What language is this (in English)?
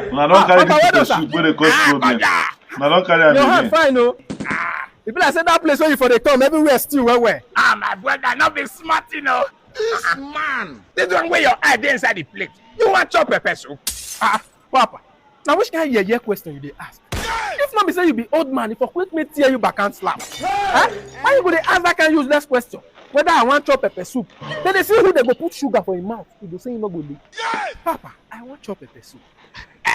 Nigerian Pidgin